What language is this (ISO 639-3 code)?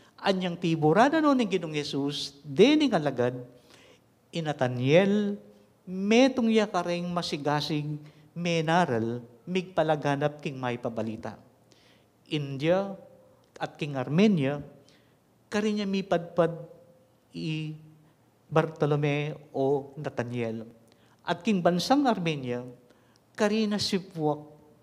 pam